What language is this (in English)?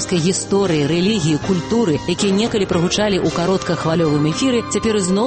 Belarusian